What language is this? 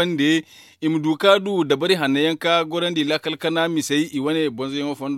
Zarma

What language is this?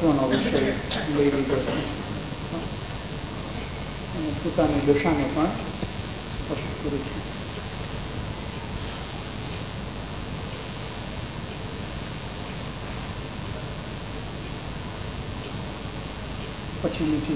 Gujarati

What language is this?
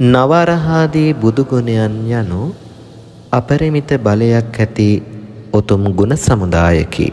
Sinhala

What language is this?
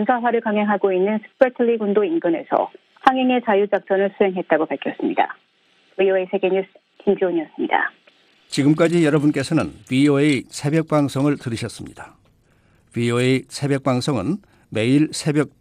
Korean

